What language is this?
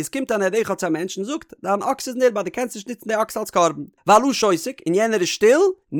Yiddish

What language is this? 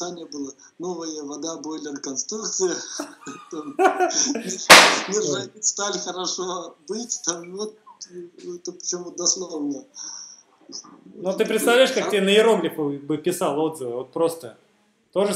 Russian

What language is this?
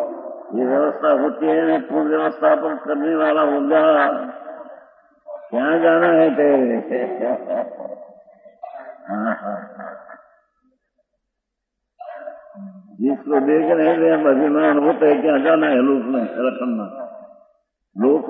Hindi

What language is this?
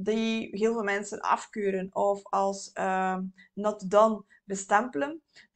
Dutch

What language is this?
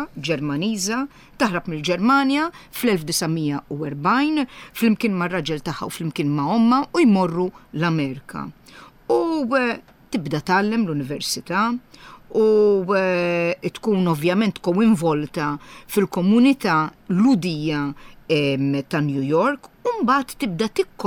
Maltese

